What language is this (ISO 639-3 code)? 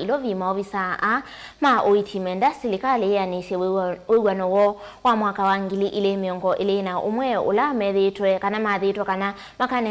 kam